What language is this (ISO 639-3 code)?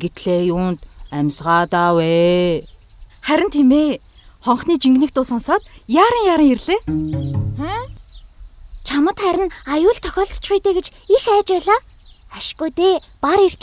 mon